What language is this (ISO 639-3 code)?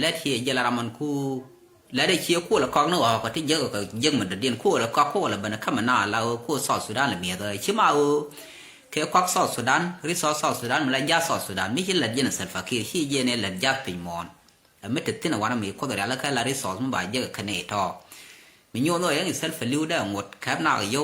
nus